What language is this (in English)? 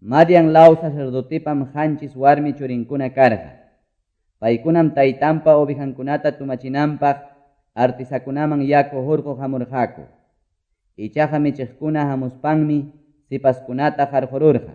Quechua